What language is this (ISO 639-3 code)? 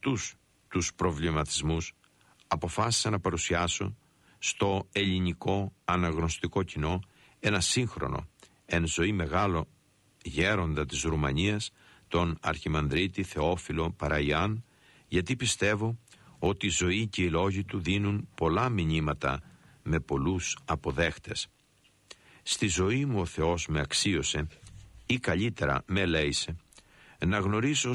ell